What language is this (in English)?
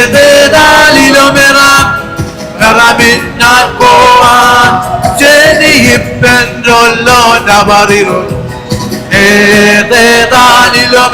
Marshallese